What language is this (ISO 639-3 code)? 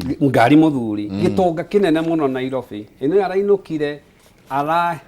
kik